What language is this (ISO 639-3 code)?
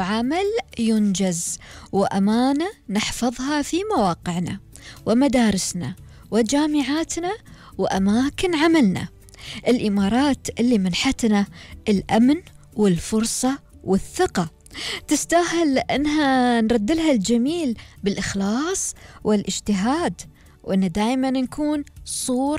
afb